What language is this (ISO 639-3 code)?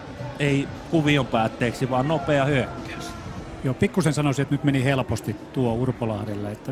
fin